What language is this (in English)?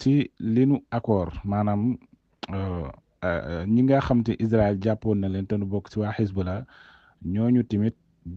Wolof